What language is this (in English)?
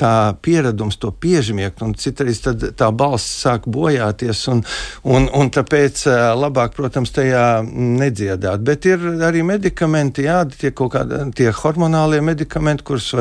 Latvian